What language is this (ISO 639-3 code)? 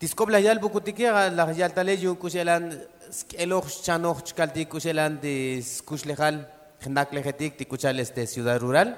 tzo